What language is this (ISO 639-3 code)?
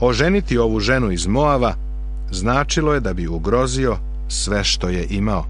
srp